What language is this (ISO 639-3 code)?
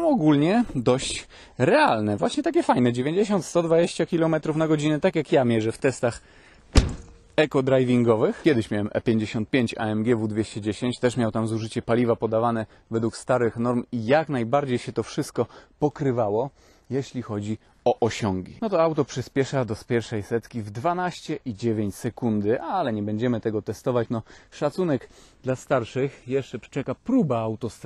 pol